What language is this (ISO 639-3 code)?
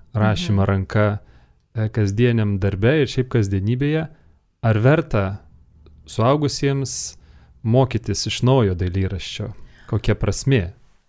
lit